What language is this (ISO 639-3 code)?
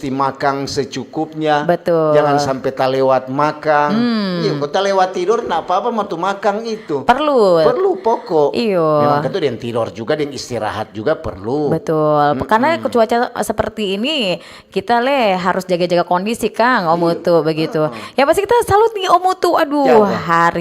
xmm